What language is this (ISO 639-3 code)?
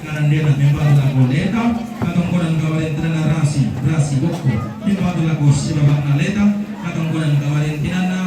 sda